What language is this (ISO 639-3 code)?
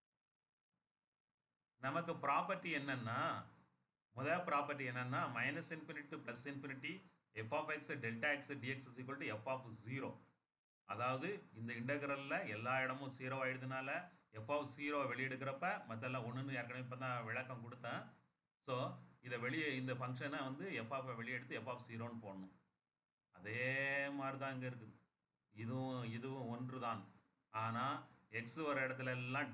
tam